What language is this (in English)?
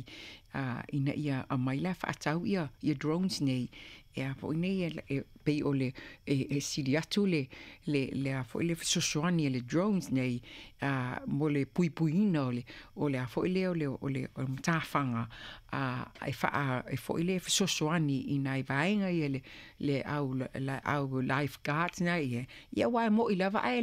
Samoan